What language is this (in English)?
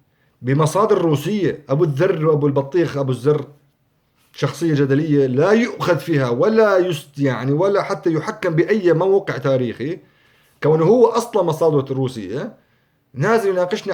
North Levantine Arabic